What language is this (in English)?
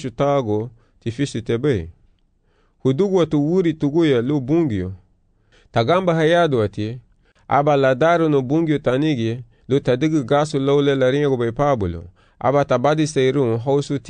Garifuna